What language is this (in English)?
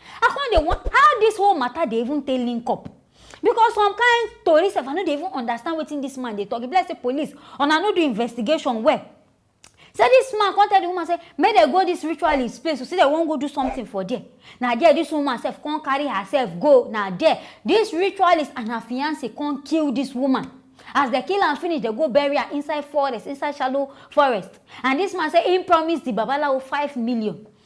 Nigerian Pidgin